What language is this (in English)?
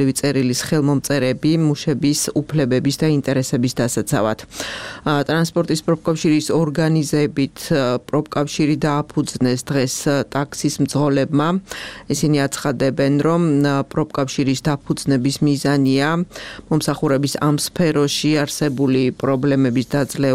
Georgian